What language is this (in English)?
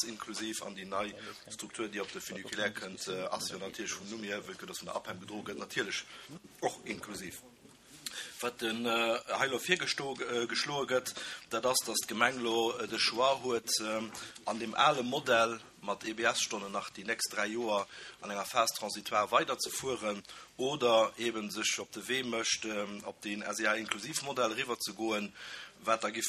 Luxembourgish